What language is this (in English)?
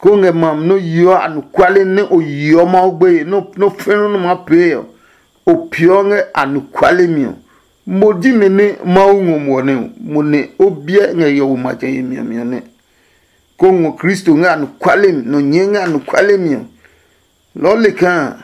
Adangme